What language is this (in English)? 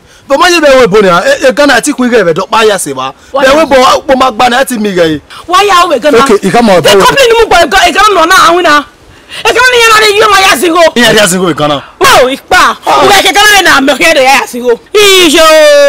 Bini